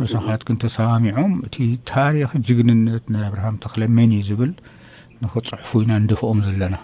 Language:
Tigrinya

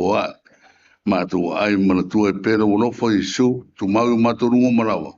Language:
Samoan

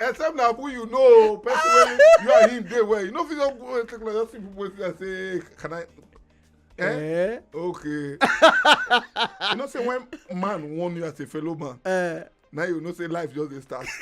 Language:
Nigerian Pidgin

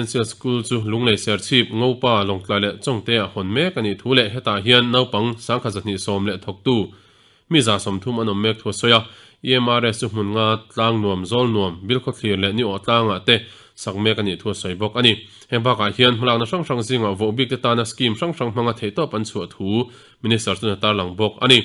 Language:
Mizo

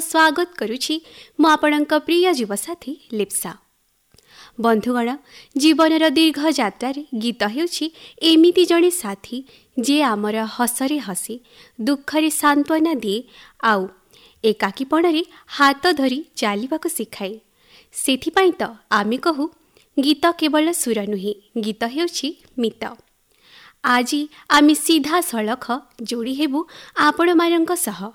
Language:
Odia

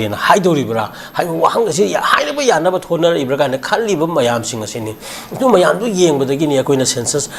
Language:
Manipuri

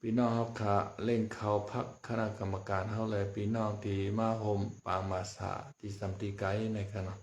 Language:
Shan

